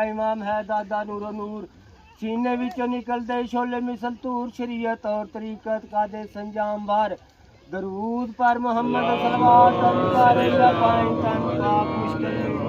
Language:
Pahari-Potwari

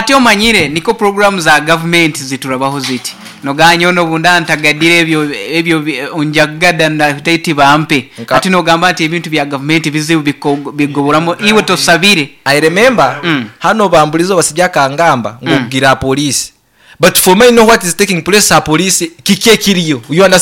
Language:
Nyoro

